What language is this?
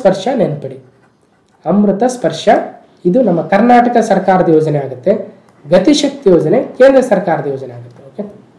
Kannada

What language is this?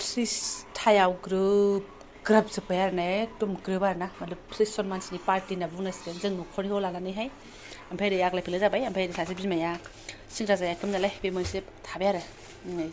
Bodo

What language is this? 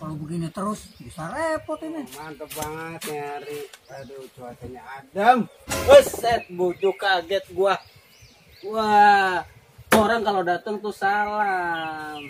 Betawi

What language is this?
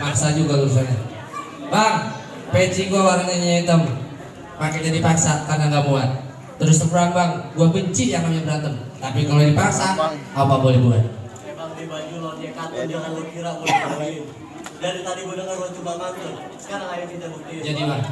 Betawi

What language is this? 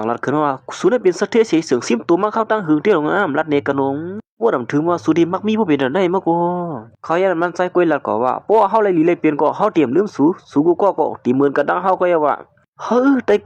Shan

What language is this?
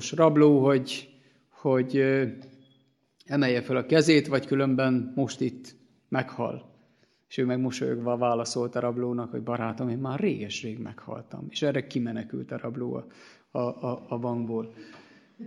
Hungarian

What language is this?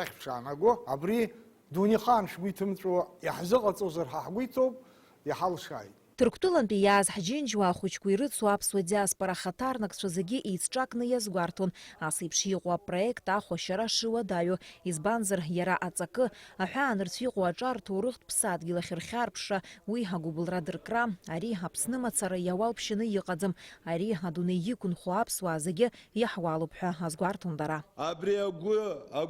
Abkhazian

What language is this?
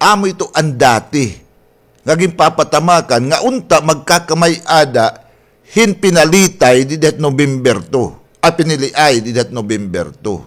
Waray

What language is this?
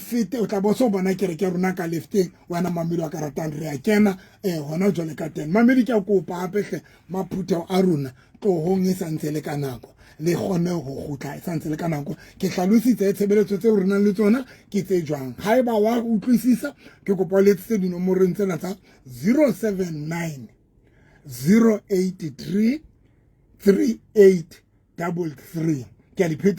Southern Sotho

